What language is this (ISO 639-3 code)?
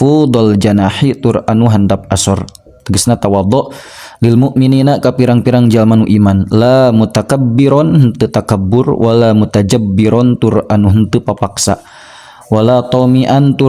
sun